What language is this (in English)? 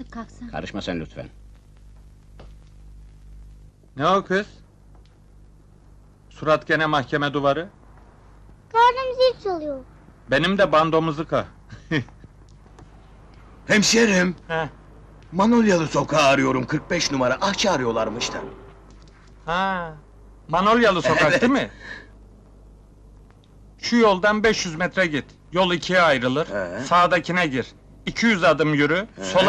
Turkish